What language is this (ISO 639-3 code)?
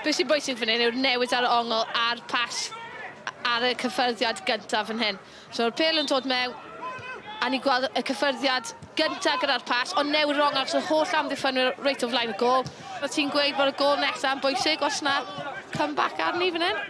cym